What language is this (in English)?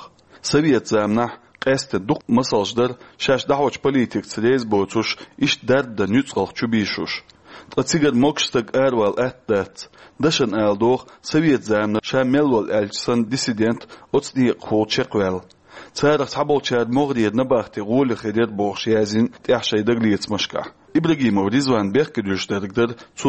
Chechen